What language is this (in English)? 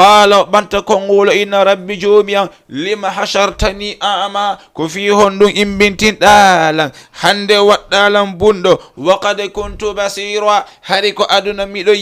Fula